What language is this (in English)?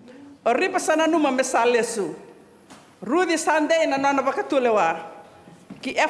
Fijian